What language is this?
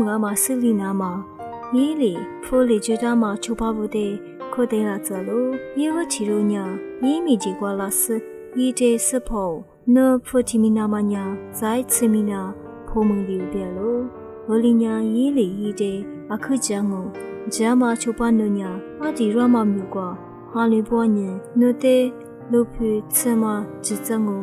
Lisu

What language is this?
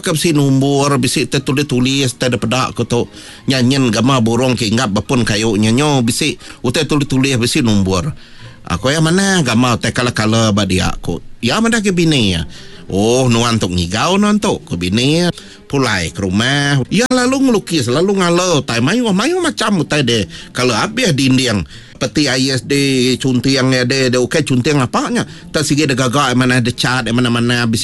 Iban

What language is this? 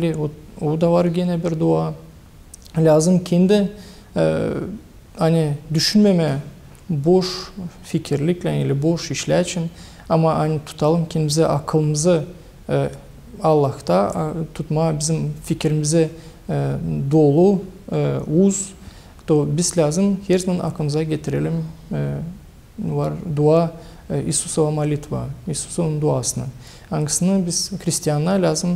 Gagauz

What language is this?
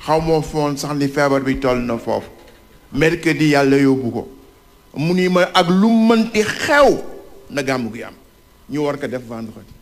Wolof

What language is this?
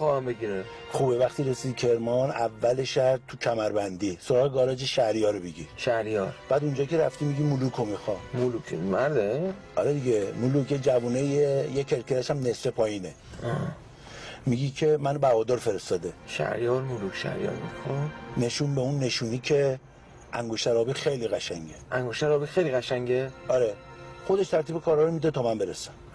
Persian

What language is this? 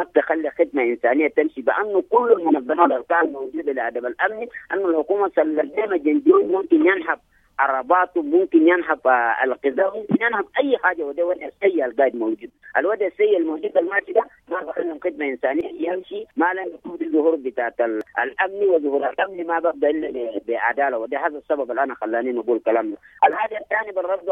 Sudanese Arabic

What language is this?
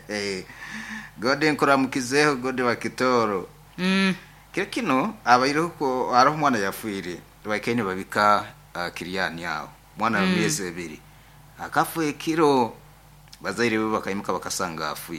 Nyoro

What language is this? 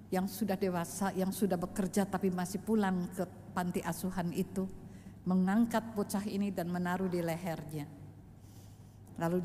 Indonesian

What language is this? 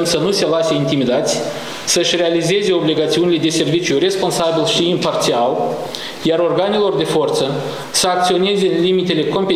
Romanian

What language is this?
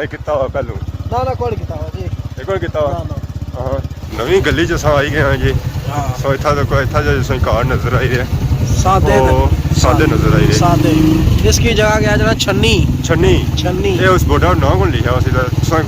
Pahari-Potwari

